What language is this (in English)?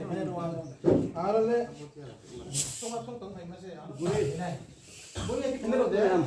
Riang (India)